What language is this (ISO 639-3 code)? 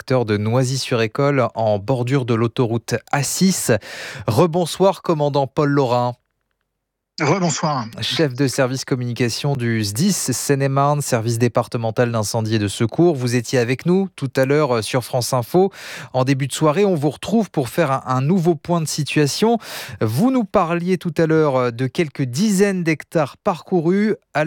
fra